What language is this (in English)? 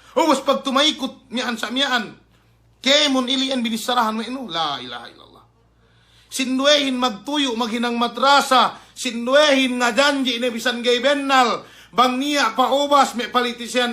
Yakan